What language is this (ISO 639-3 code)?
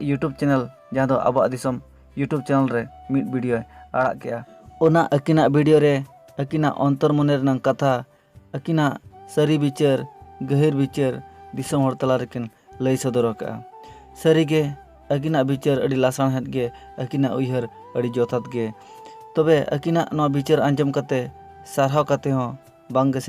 sat